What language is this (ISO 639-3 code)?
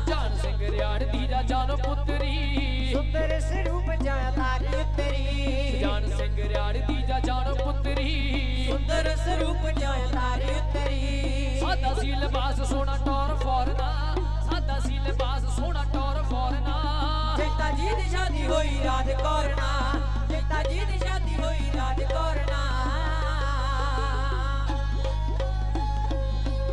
pan